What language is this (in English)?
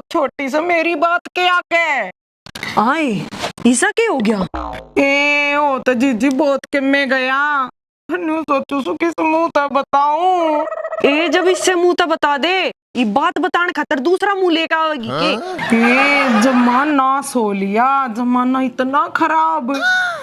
Haryanvi